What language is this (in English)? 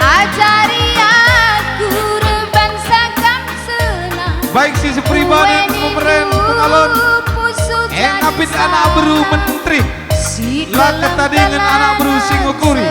Batak Karo